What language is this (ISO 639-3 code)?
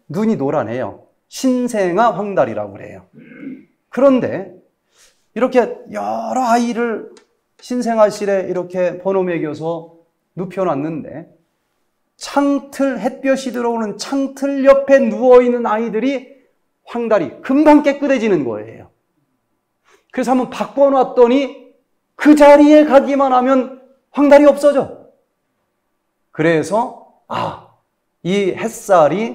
kor